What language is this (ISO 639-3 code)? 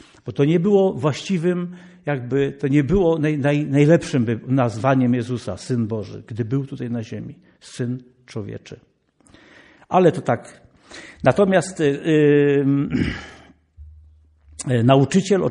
pol